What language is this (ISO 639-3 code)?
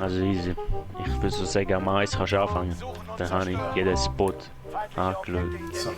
gsw